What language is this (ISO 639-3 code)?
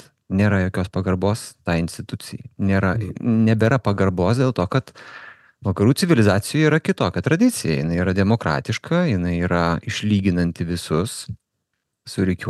lit